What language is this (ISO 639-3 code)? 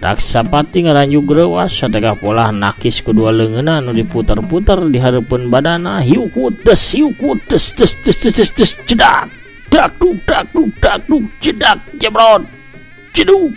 sun